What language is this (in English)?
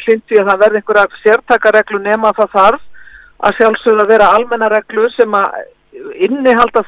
Icelandic